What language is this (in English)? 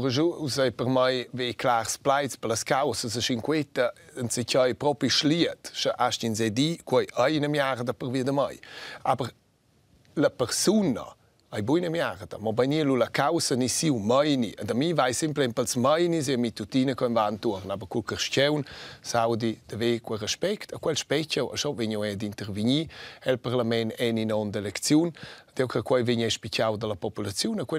Romansh